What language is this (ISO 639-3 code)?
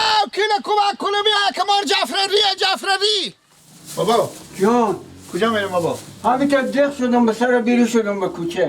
fas